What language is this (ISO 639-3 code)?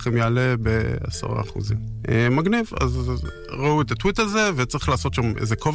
heb